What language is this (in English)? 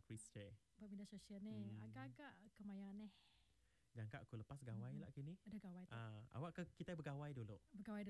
Iban